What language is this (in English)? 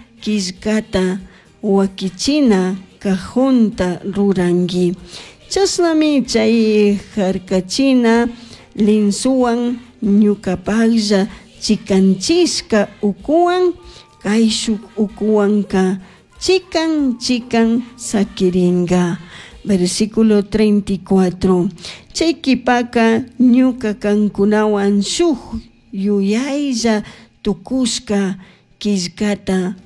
Chimborazo Highland Quichua